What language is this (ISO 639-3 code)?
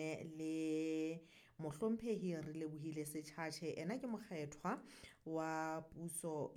sot